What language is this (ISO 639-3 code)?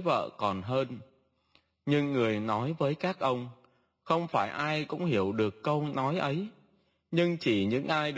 vie